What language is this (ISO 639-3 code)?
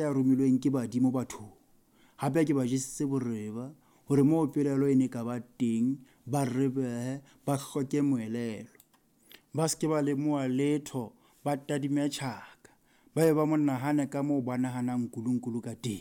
sot